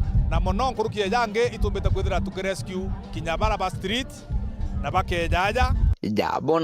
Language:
Meru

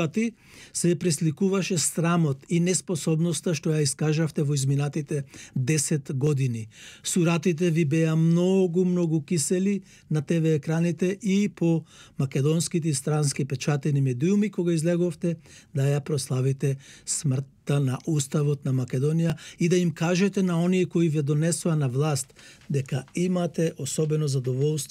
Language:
Macedonian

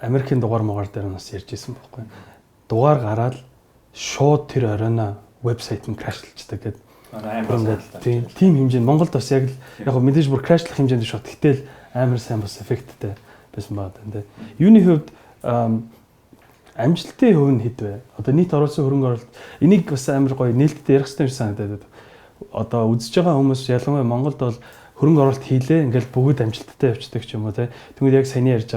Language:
Mongolian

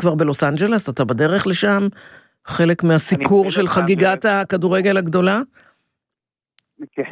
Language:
Hebrew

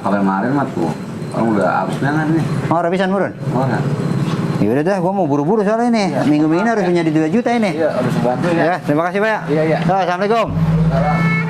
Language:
Betawi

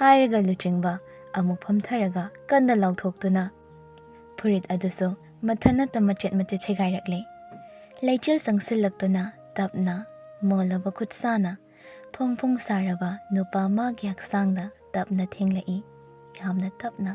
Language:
Manipuri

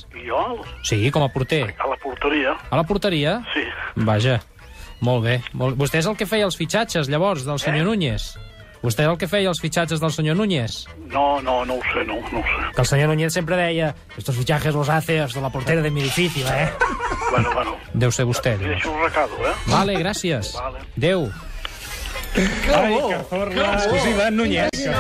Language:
Catalan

